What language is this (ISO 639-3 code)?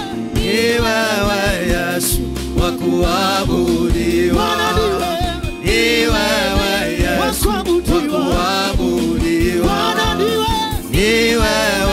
swa